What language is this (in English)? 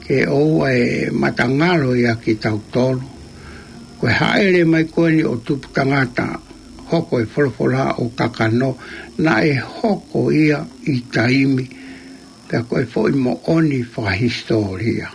Tongan